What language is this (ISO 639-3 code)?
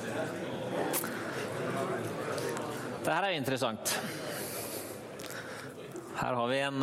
nor